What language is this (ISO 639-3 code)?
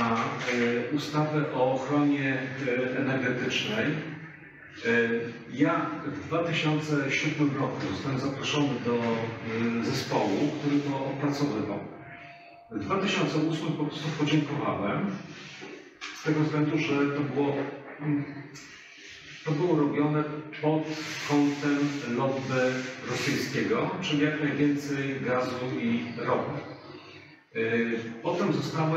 pol